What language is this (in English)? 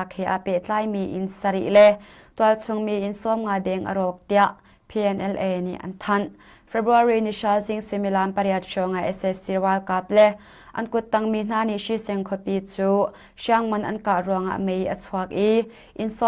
Hakha Chin